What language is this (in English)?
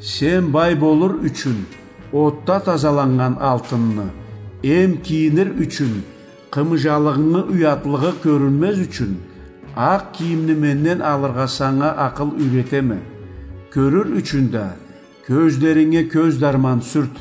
Karachay-Balkar